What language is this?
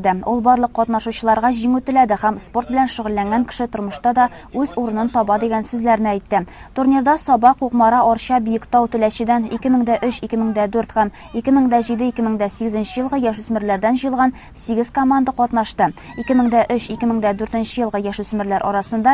Tatar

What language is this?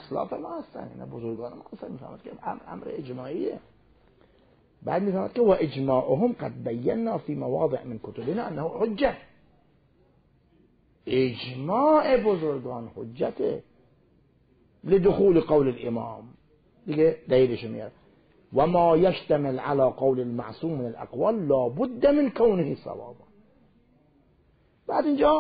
Persian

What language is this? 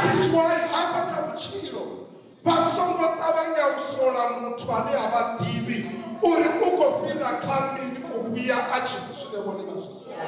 Venda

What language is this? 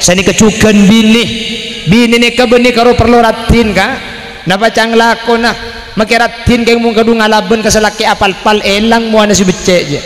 Madurese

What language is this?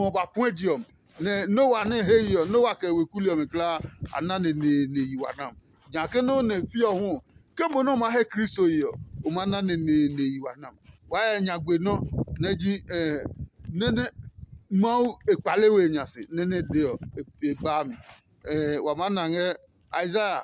Adangme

